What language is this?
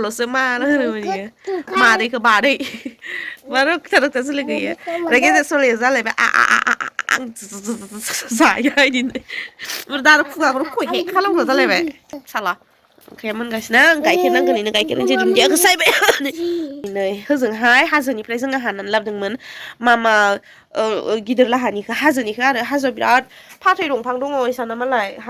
Bodo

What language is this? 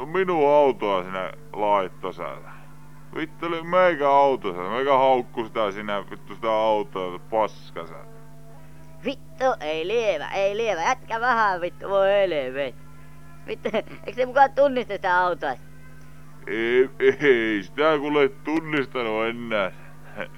Finnish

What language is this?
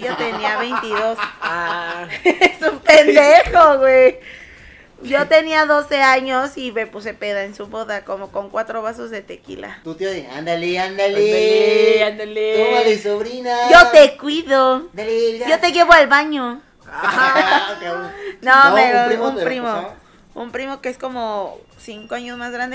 Spanish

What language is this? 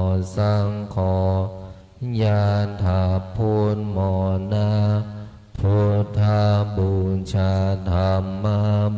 Pali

